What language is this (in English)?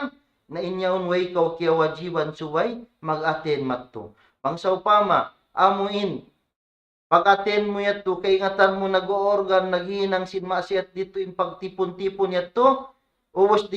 Tausug